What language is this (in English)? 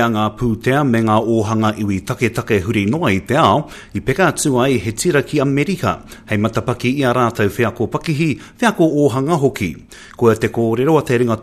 Māori